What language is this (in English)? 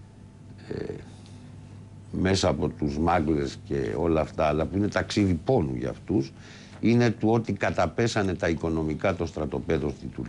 Greek